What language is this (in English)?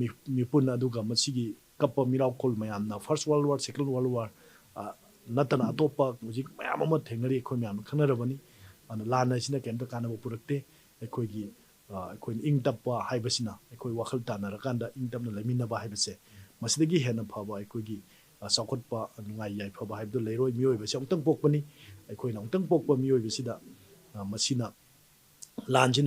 Manipuri